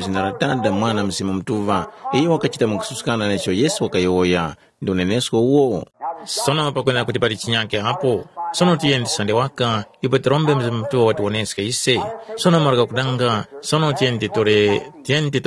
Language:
Tumbuka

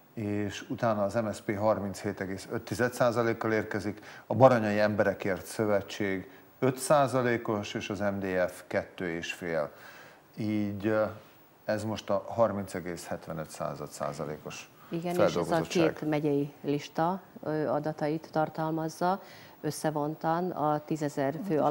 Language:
Hungarian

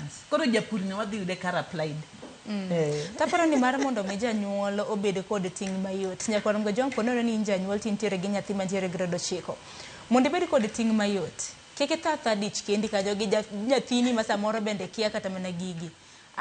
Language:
Luo (Kenya and Tanzania)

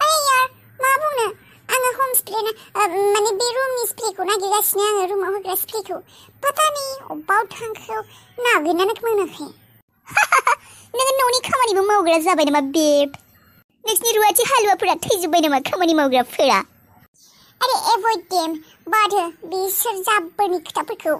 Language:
Bodo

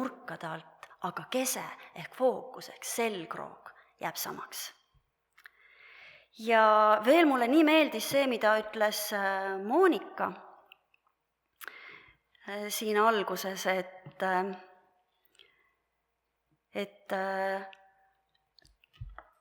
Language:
Estonian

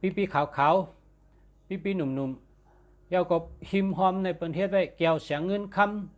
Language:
Shan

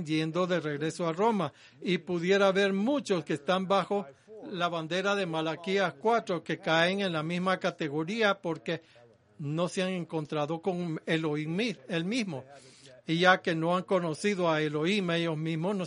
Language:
Spanish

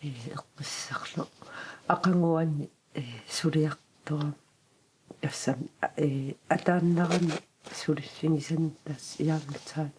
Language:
Kalaallisut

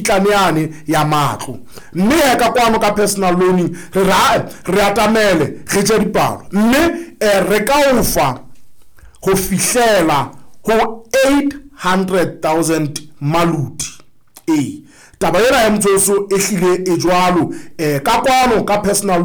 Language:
Southern Sotho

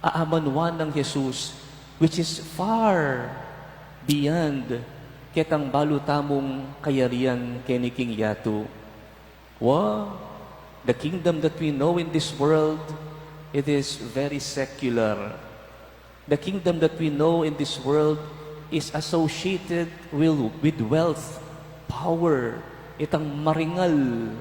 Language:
Pampanga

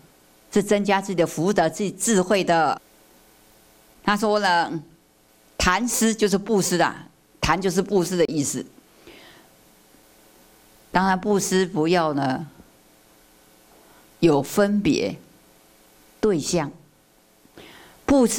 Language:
Chinese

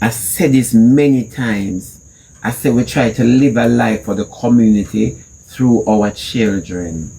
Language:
Jamaican Creole English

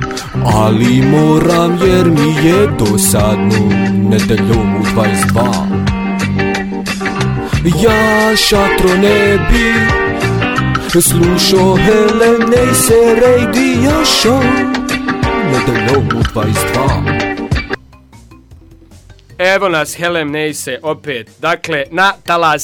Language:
Bosnian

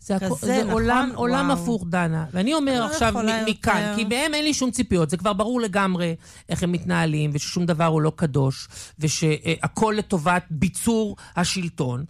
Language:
Hebrew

